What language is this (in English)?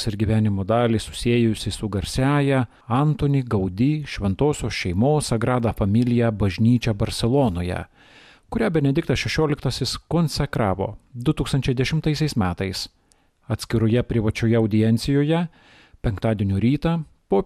Lithuanian